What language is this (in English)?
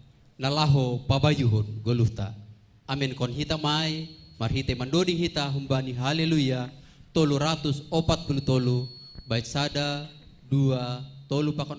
Batak Simalungun